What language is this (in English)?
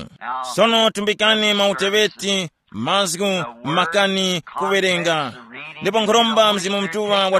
Tumbuka